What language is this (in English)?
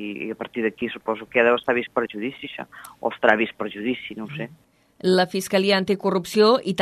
Catalan